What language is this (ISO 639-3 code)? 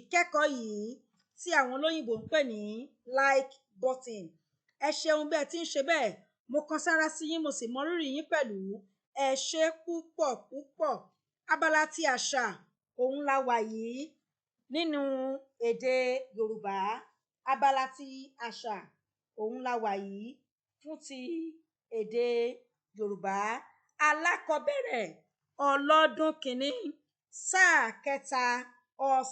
yor